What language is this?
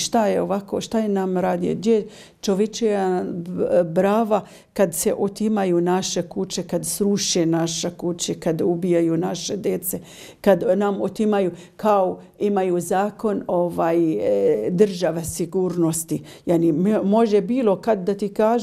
Serbian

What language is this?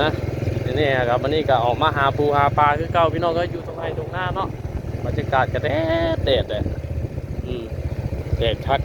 Northeastern Thai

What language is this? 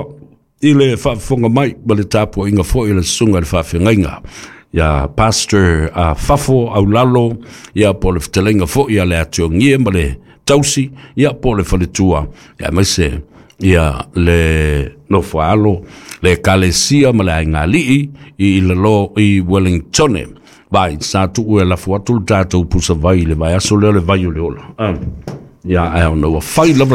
Samoan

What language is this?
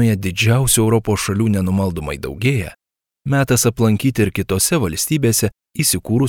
Lithuanian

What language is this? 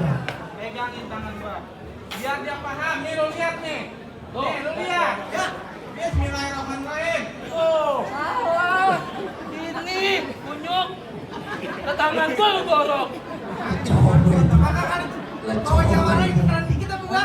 Betawi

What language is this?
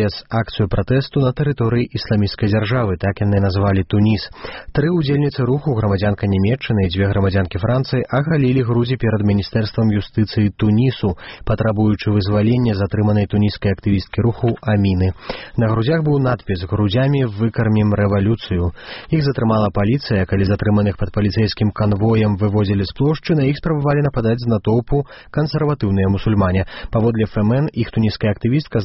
Belarusian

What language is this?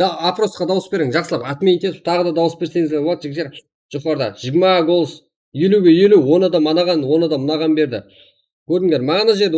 Kara-Kalpak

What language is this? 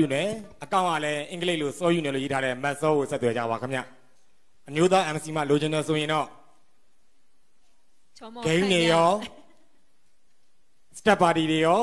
Burmese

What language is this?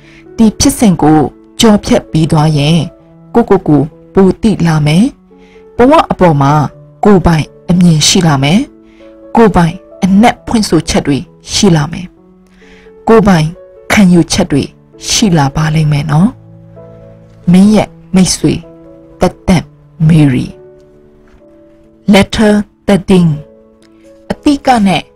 Burmese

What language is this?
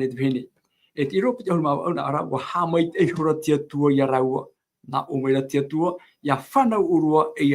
Tahitian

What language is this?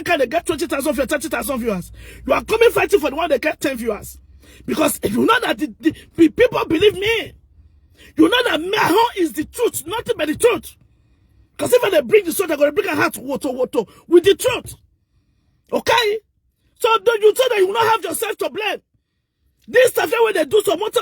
Nigerian Pidgin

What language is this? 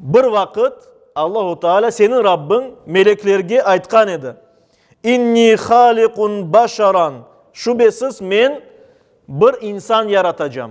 Crimean Tatar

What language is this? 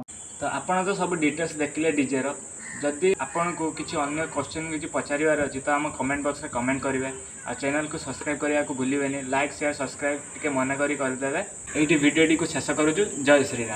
Odia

